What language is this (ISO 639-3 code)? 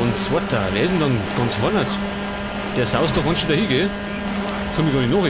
bar